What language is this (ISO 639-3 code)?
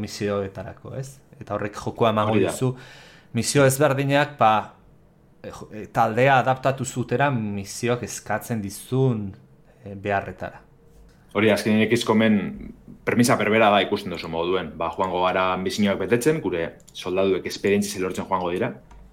eus